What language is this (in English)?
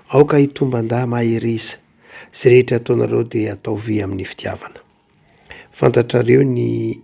Malagasy